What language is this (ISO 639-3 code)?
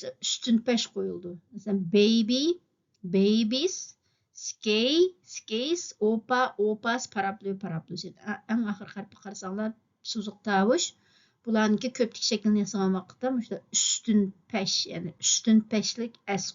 uig